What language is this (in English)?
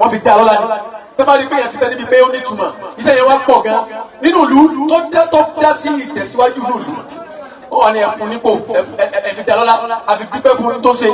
Yoruba